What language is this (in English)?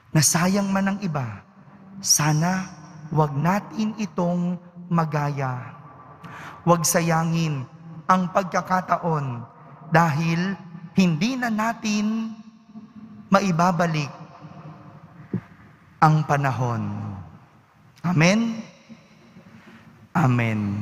Filipino